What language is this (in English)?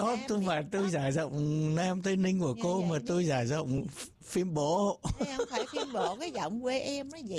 Vietnamese